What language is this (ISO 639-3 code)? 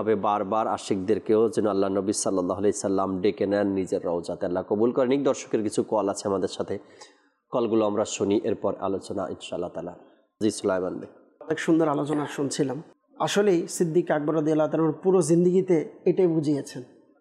ben